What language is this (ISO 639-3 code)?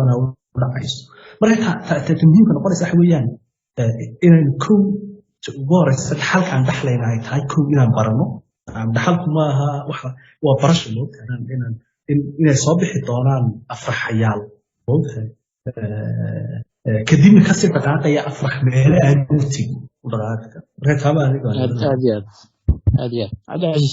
som